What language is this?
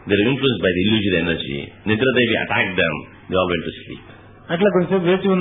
Telugu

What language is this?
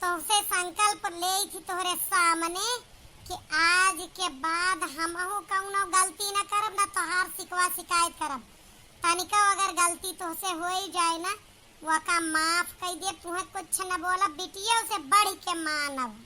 Awadhi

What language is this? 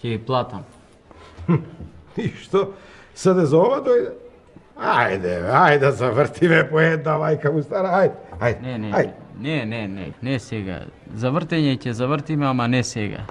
Macedonian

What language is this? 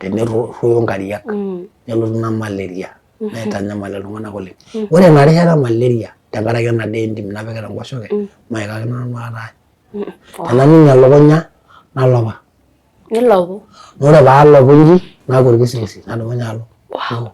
Masai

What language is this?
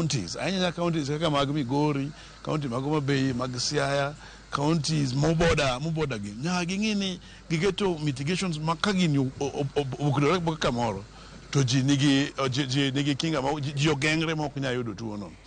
Luo (Kenya and Tanzania)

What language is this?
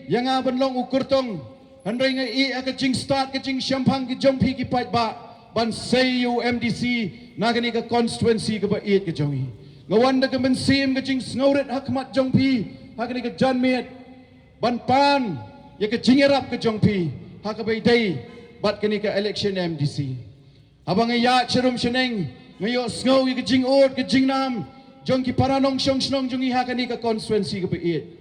Khasi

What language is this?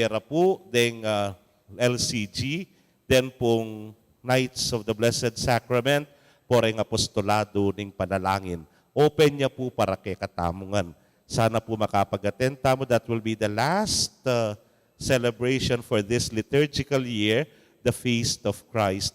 Pampanga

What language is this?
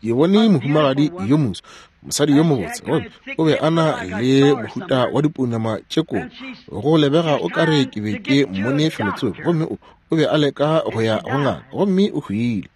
Northern Sotho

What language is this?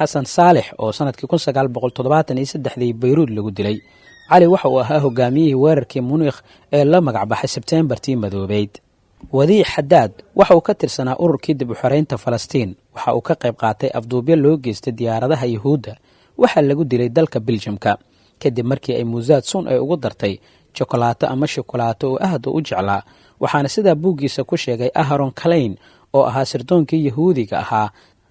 Somali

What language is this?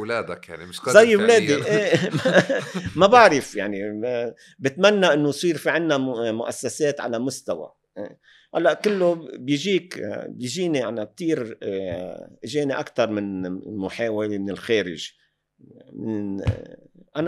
North Levantine Arabic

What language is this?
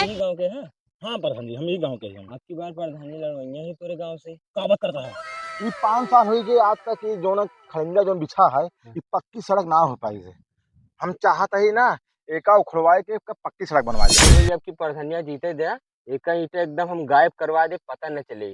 Awadhi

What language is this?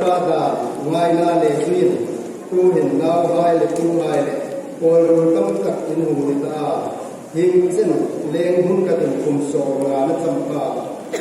Hmar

